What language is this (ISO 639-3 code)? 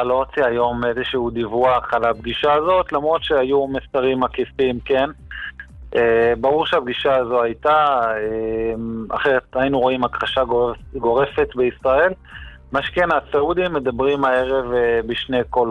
heb